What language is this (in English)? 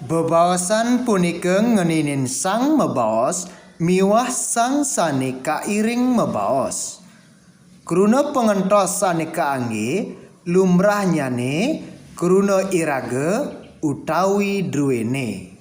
Balinese